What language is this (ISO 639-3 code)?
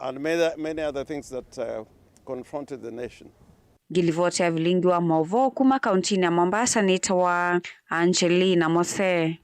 kam